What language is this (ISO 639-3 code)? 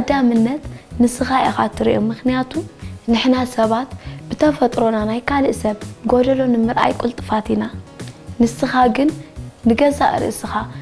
tir